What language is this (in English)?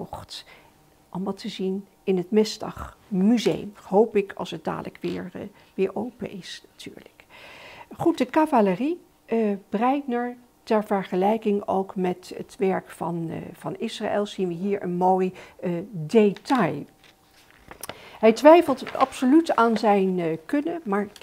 Dutch